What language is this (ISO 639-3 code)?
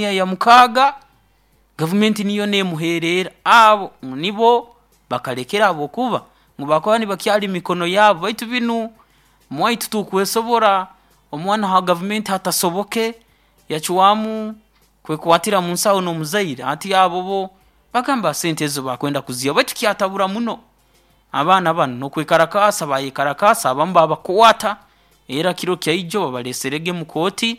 nyo